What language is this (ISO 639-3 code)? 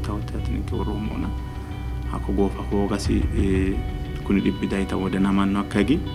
sid